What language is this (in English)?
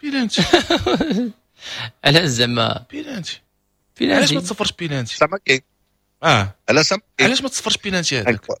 Moroccan Arabic